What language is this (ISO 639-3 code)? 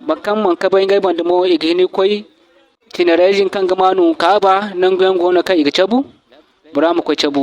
dje